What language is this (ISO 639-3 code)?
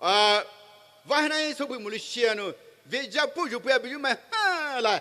pmx